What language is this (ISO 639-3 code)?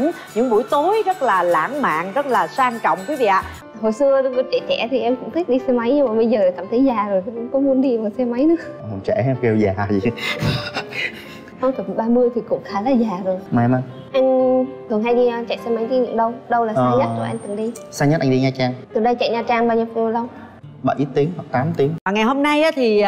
vie